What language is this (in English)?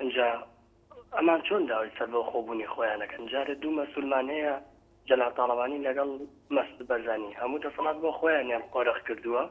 Central Kurdish